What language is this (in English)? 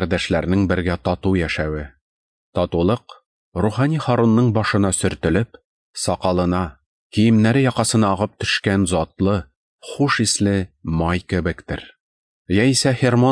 Tatar